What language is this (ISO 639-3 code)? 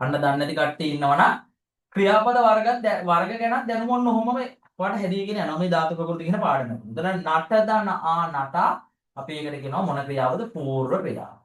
sin